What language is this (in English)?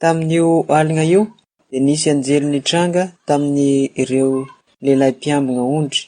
Malagasy